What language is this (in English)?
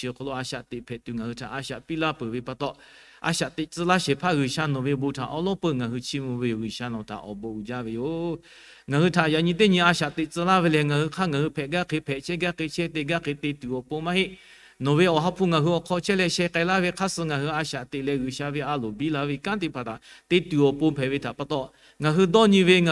Lahu